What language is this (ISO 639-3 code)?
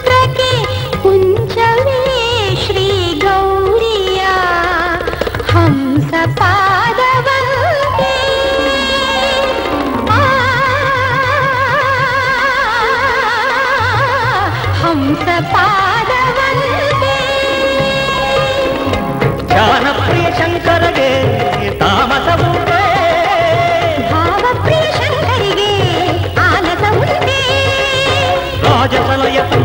kan